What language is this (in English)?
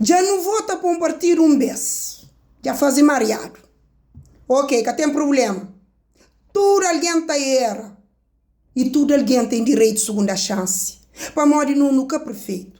Kabuverdianu